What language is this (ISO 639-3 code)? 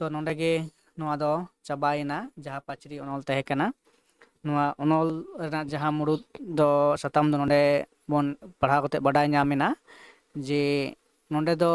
sat